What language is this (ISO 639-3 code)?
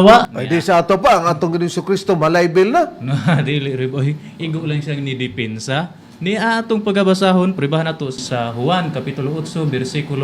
ceb